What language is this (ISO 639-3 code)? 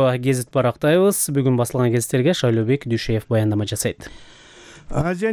kir